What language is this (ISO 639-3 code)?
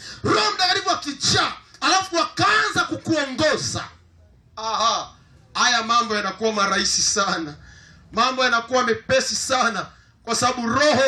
swa